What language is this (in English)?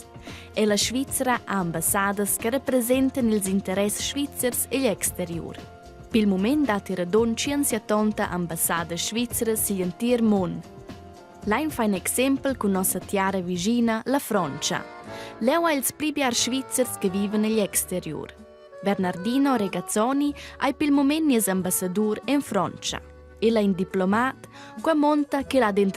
Romansh